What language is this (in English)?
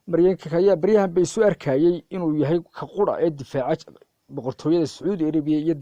Somali